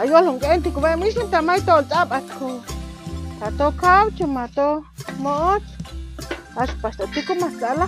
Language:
Chuj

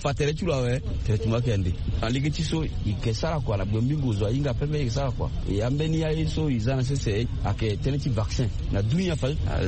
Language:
Sango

